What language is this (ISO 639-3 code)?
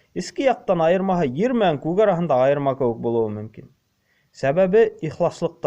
bak